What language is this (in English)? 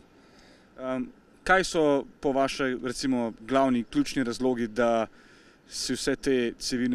Slovenian